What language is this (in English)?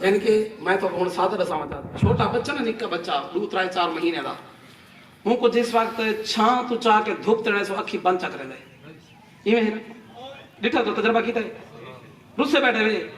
Saraiki